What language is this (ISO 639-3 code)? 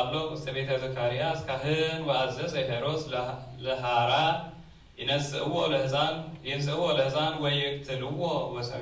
gez